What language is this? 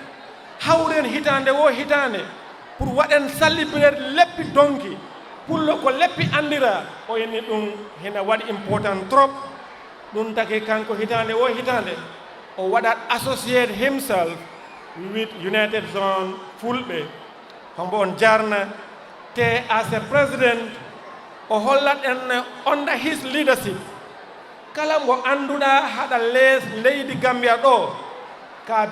Fula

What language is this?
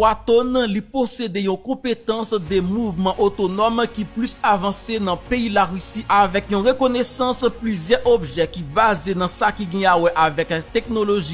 Haitian Creole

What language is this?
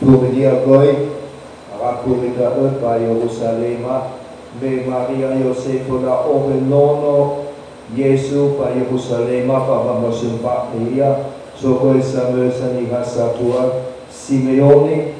Nias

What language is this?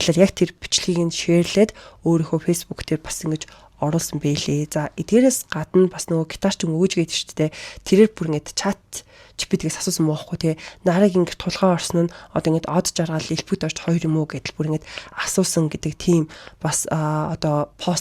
Mongolian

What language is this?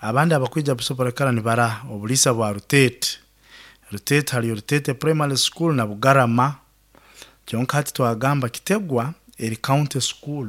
Nyoro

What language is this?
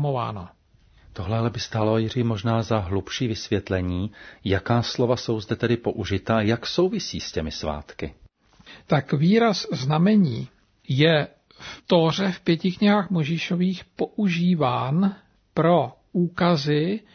Czech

